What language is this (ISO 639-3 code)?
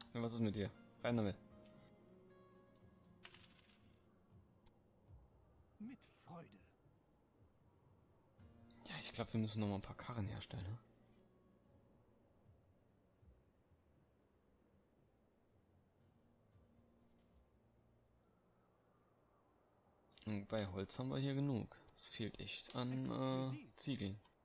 deu